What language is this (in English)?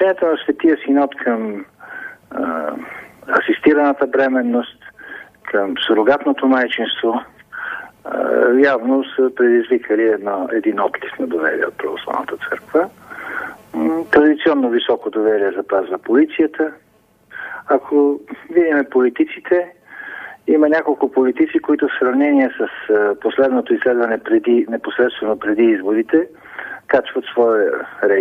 Bulgarian